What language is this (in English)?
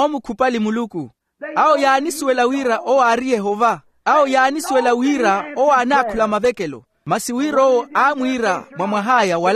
Makhuwa